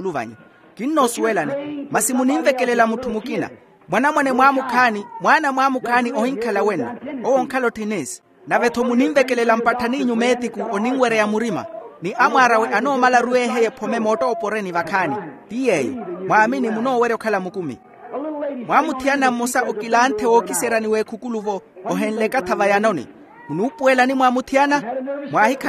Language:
Makhuwa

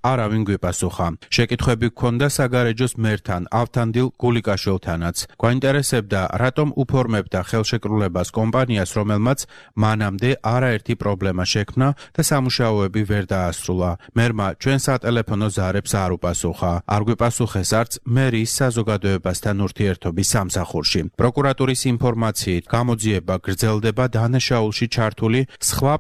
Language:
Georgian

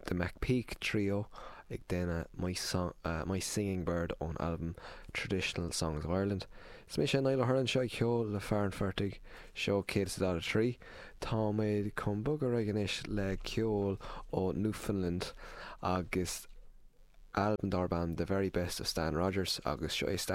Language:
Irish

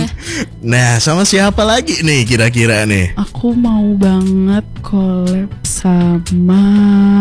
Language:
Indonesian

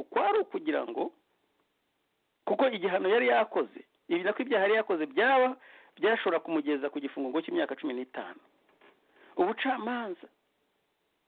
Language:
Kinyarwanda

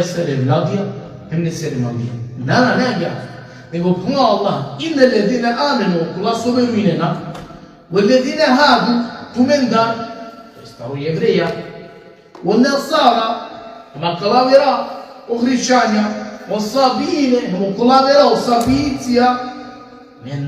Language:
Balkan Romani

